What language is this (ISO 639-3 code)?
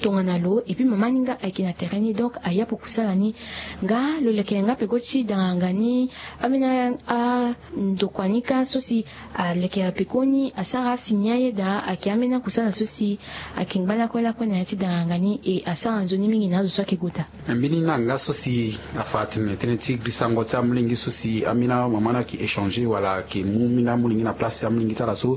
sag